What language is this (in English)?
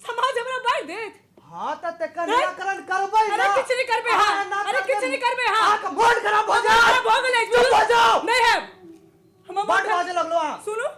Maithili